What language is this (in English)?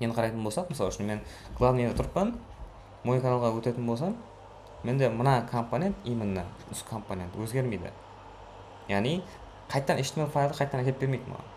Kara-Kalpak